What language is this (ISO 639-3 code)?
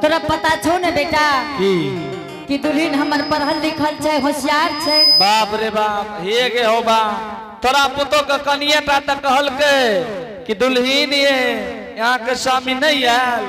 anp